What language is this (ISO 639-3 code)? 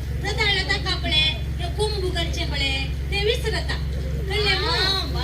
kok